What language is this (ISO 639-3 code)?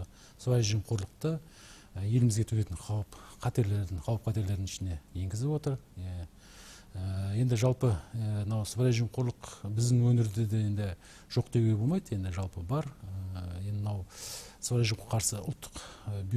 kaz